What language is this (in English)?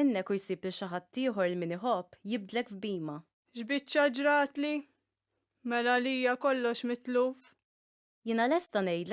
Maltese